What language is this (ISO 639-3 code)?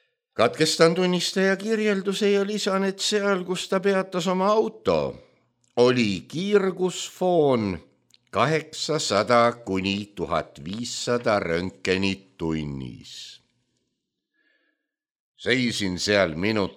est